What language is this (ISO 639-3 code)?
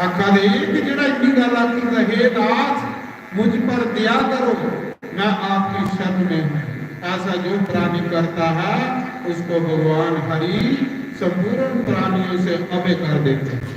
doi